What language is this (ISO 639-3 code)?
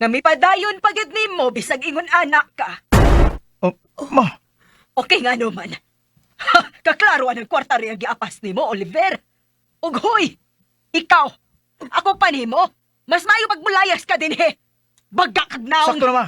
ceb